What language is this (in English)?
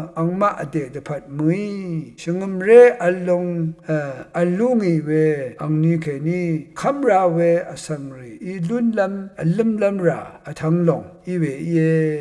Rawang